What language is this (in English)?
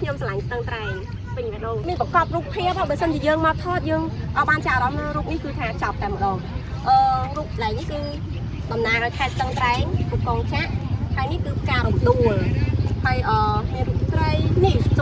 Khmer